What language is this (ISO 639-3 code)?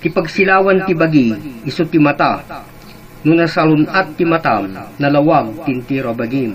ilo